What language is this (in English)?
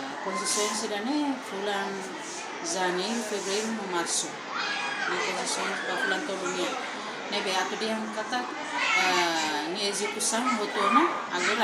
Tetum